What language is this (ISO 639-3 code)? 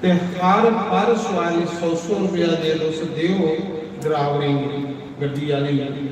doi